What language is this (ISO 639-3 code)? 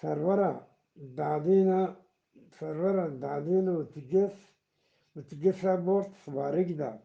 bgp